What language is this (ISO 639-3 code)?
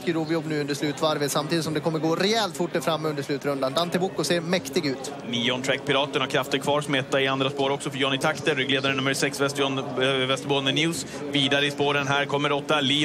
swe